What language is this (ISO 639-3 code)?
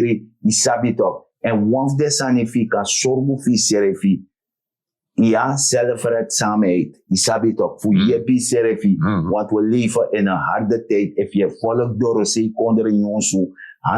srn